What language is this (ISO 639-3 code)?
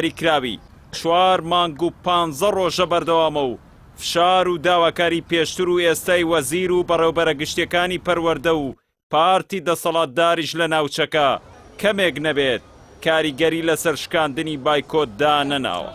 ckb